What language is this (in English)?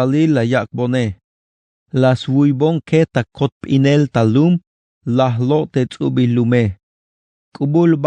Tzeltal